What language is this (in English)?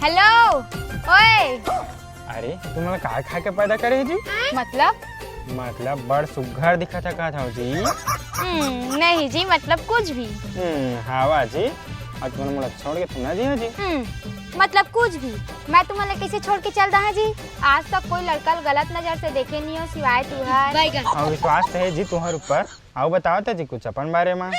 Chhattisgarhi